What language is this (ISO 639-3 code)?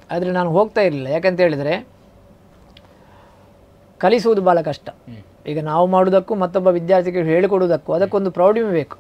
kan